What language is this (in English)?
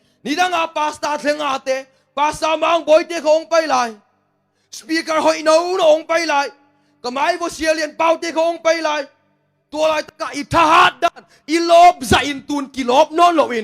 Tedim Chin